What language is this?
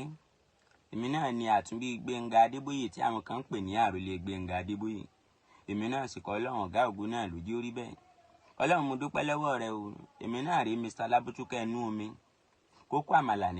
Yoruba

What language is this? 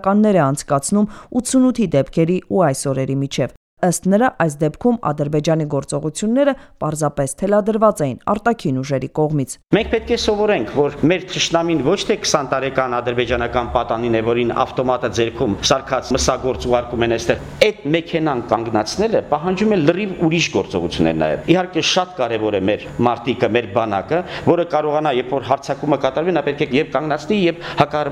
Armenian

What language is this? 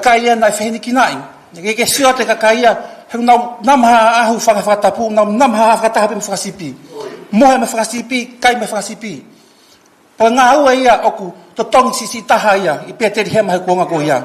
Tongan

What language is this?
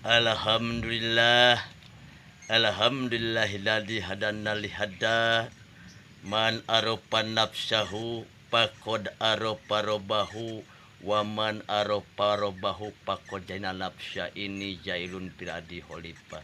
Sundanese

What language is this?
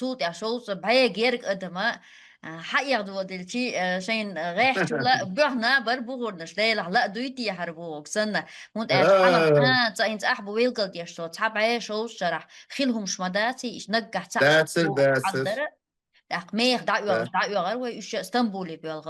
Chechen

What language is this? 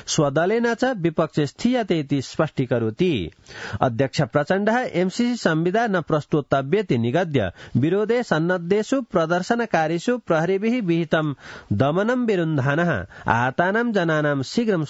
Sanskrit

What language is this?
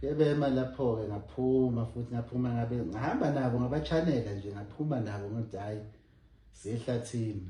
Zulu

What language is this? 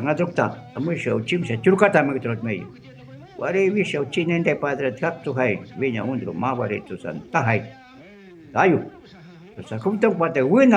Shuar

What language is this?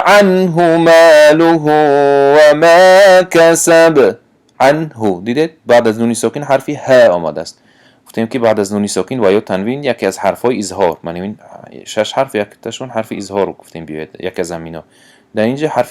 Tajik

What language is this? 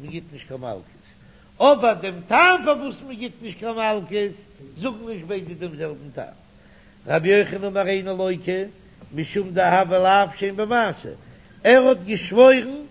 Yiddish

